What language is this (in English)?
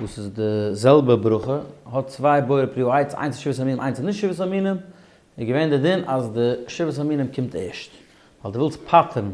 Yiddish